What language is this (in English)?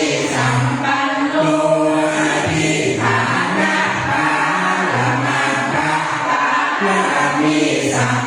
Pali